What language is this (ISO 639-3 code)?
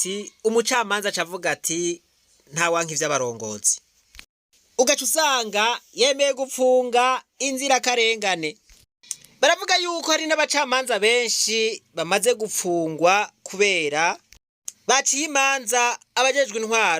run